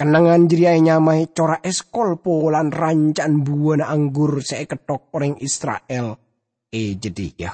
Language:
Madurese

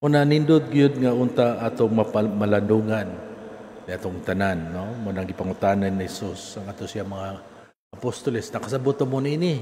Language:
Cebuano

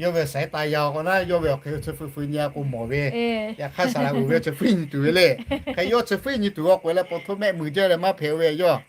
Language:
Lahu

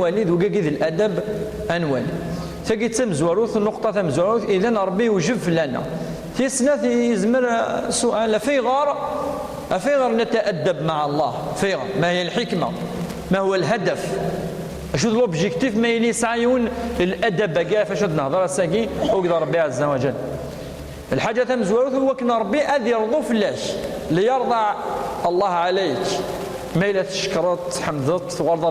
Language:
Kabyle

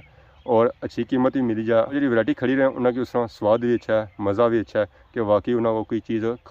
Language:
Pahari-Potwari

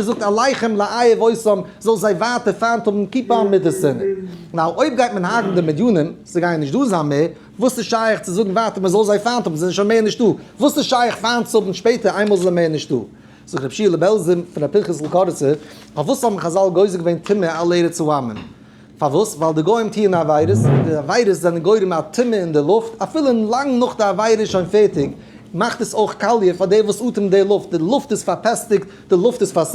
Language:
Yiddish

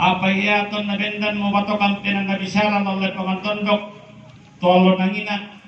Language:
Toraja-Sa'dan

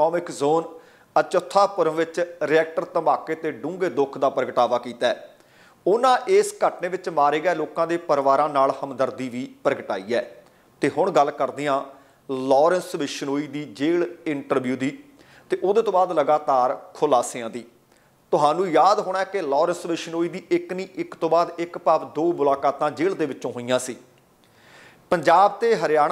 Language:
Punjabi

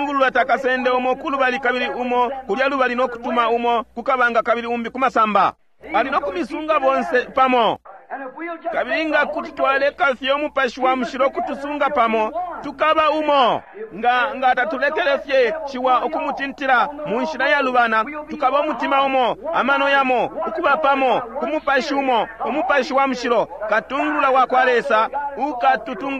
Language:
Bemba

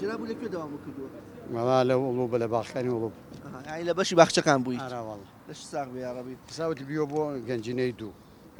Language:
Central Kurdish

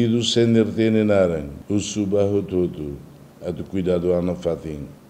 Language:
Tetum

